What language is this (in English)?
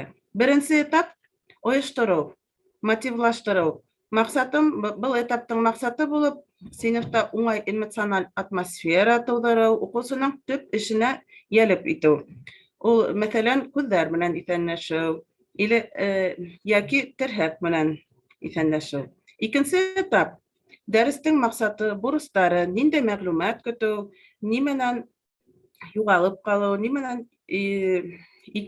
Bashkir